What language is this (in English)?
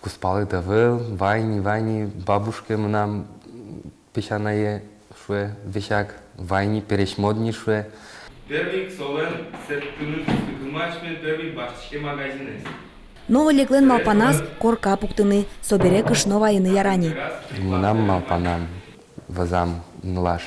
Udmurt